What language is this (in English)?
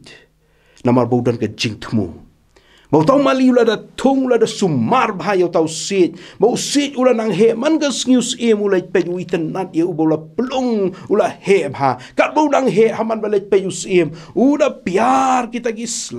Khasi